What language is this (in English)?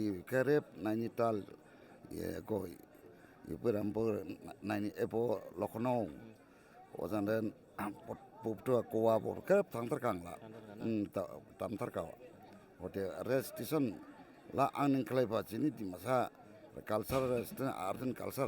Dimasa